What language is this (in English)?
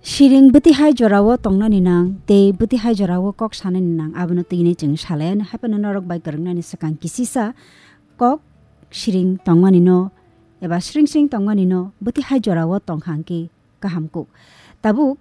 Kok Borok